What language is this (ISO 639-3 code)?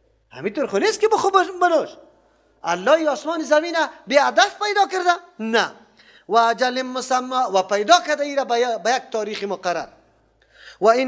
fas